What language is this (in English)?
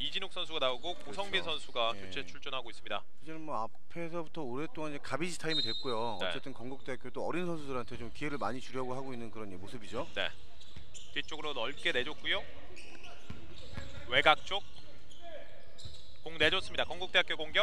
Korean